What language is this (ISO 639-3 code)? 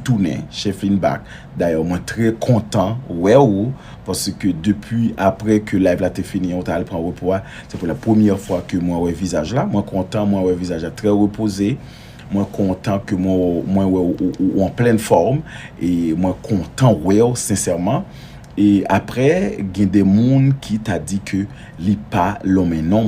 hat